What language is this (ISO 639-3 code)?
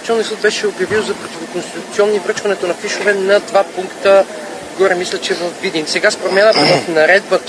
bul